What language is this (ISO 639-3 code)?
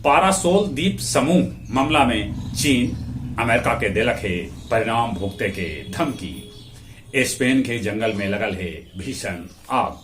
mag